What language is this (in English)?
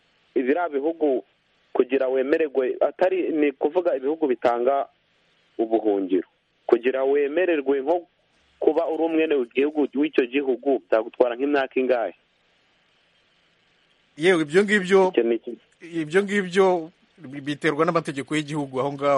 Kinyarwanda